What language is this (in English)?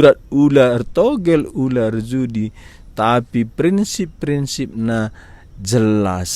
Batak Karo